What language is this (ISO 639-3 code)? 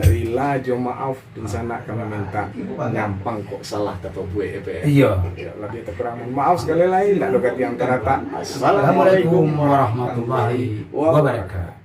min